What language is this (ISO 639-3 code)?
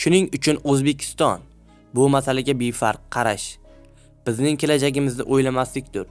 uzb